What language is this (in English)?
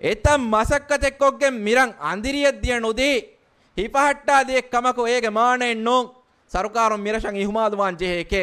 Divehi